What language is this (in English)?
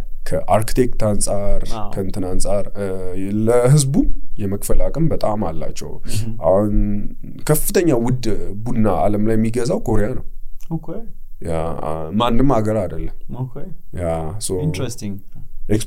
Amharic